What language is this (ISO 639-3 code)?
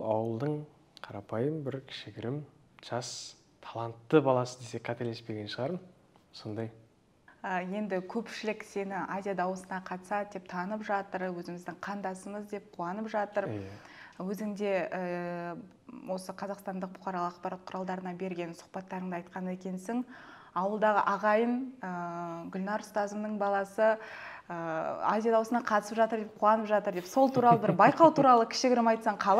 kaz